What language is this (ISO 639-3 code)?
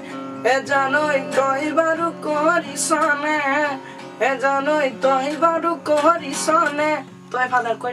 asm